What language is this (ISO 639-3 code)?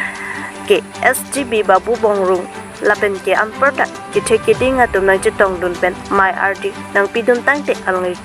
mjw